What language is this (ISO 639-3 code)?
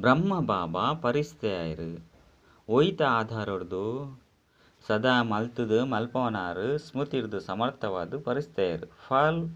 tcy